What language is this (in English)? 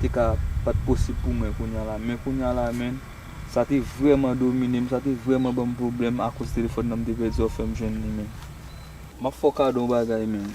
Haitian Creole